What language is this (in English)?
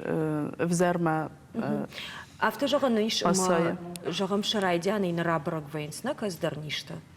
Ossetic